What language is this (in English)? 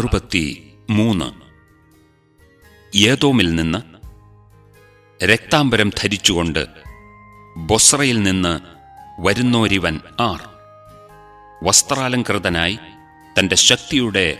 Malayalam